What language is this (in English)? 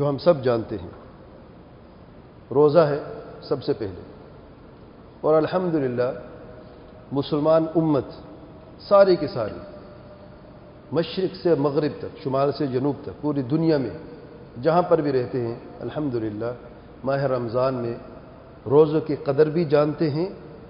Urdu